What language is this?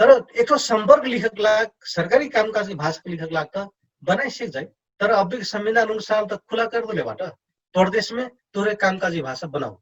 Dangaura Tharu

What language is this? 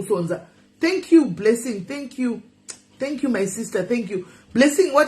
Shona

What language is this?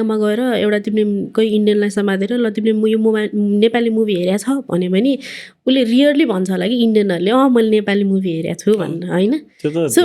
Nepali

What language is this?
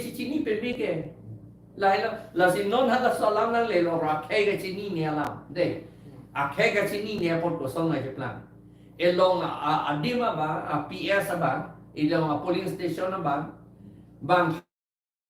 Karbi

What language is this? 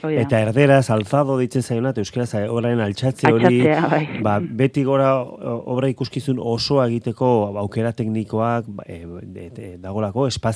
Basque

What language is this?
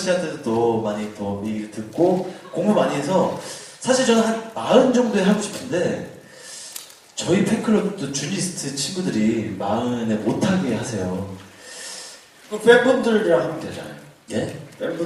Korean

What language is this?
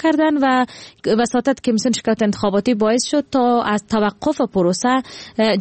Persian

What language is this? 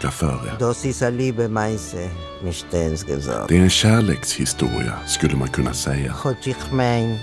Swedish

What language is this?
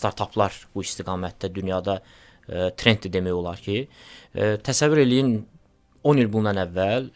Azerbaijani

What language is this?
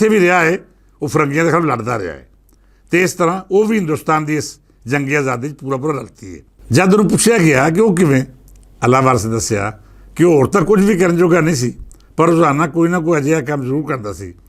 Western Panjabi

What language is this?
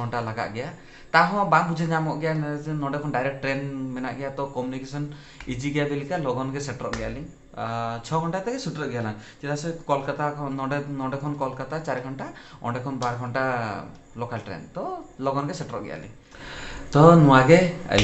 Santali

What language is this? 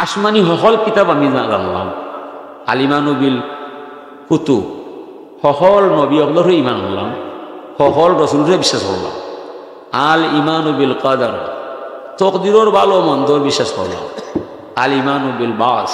Sylheti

